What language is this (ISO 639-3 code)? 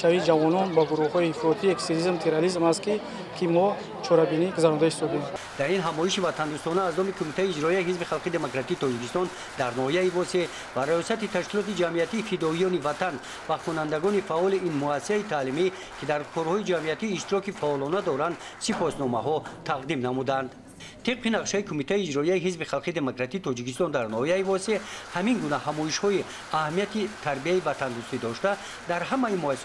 tgk